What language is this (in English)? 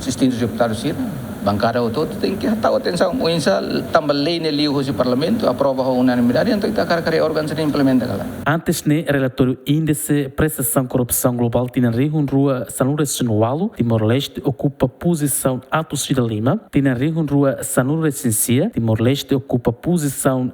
Tetum